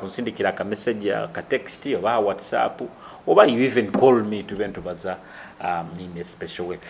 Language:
Nyoro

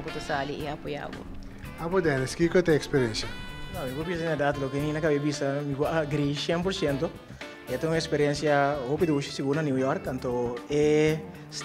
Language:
Papiamento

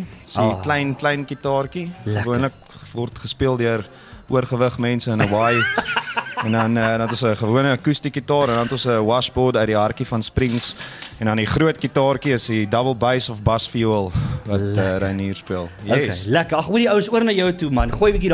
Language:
Afrikaans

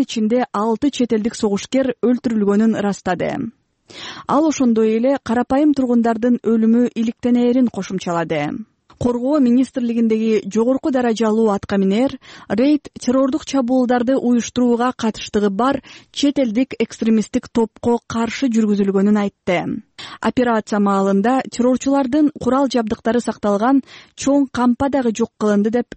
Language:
Kyrgyz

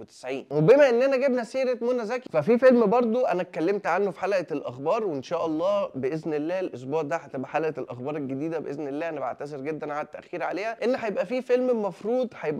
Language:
Egyptian Arabic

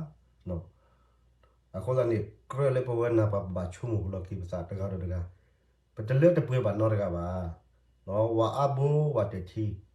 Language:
S'gaw Karen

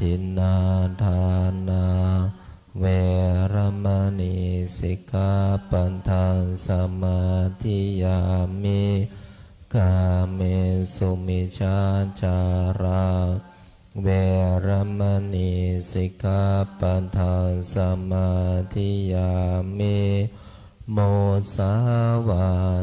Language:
Pali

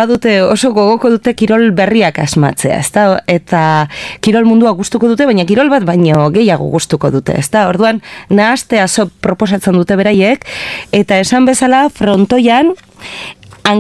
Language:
Basque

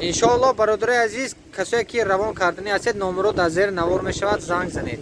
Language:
Tajik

